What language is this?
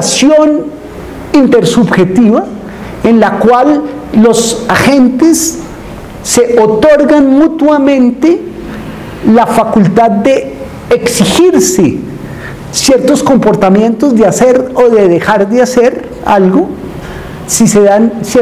Spanish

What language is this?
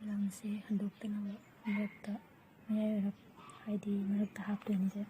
Manipuri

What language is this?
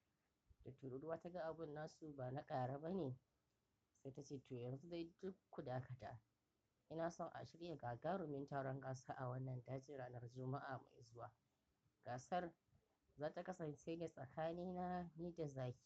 Hausa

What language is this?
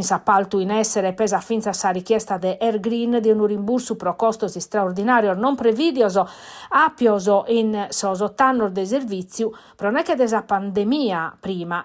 Sardinian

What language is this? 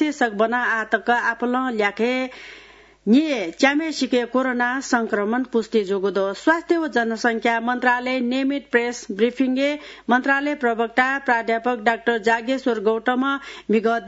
Newari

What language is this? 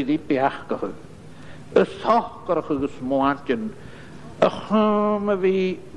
Scottish Gaelic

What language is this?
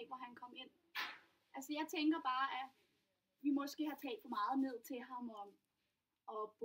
Danish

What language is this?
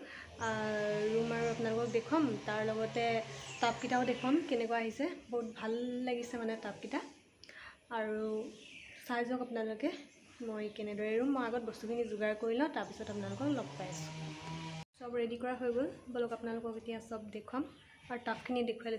Assamese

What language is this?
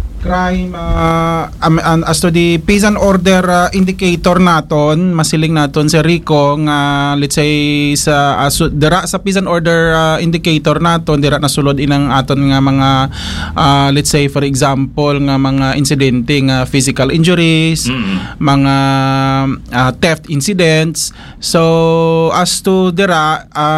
Hiligaynon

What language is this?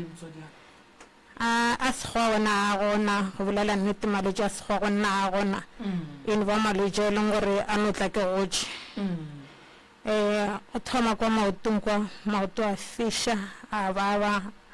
Northern Sotho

